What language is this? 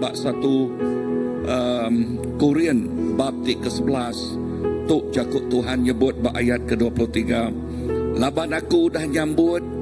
Iban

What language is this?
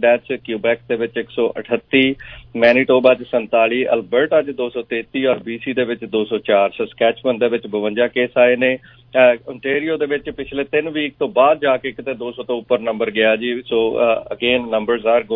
Punjabi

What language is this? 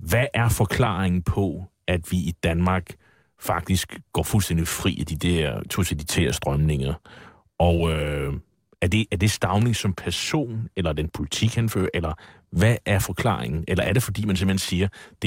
Danish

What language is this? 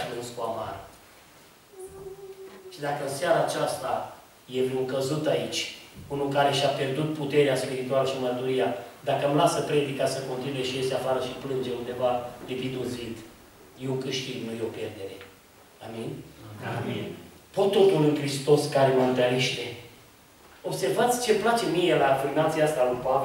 Romanian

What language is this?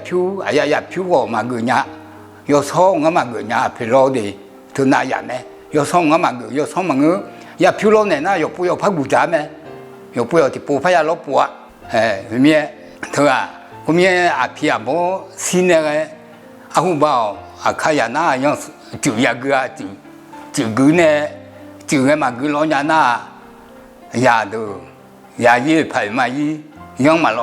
Akha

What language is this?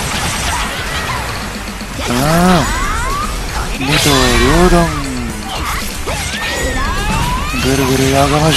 Japanese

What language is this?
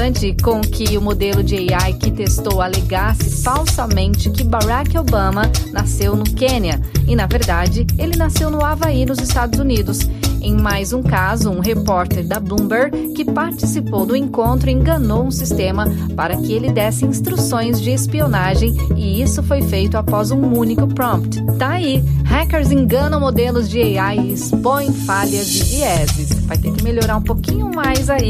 Portuguese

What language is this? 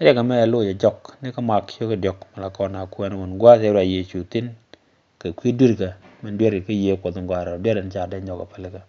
Nuer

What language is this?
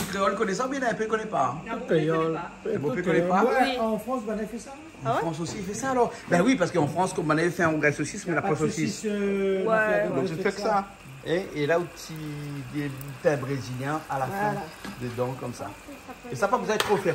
Réunion Creole French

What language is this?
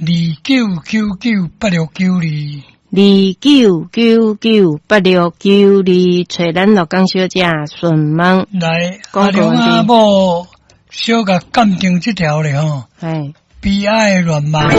Min Nan Chinese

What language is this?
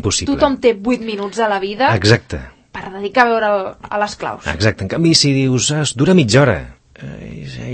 Catalan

